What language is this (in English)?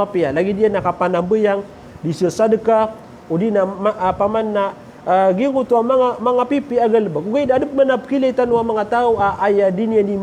Maranao